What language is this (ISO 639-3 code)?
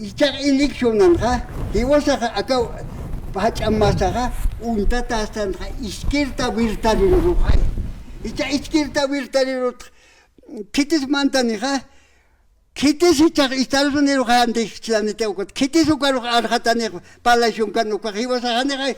aym